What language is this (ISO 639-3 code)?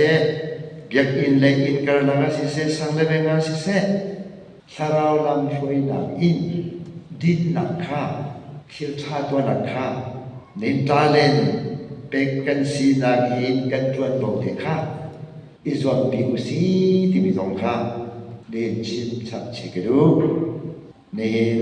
cnh